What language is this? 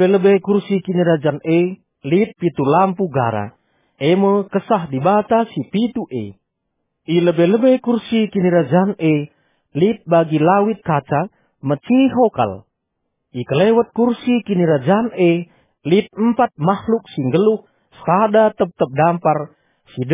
Batak Karo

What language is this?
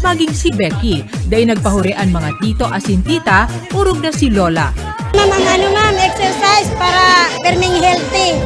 Bikol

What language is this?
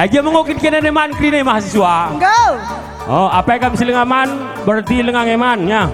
Batak Karo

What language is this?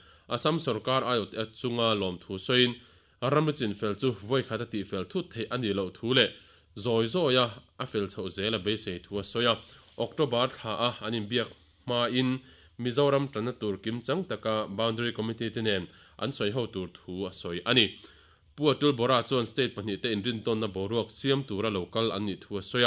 Mizo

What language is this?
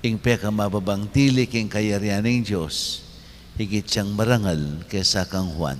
Pampanga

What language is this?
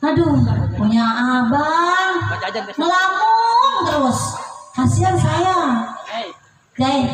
Betawi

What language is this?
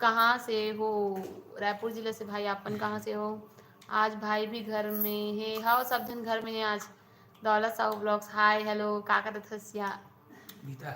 Chhattisgarhi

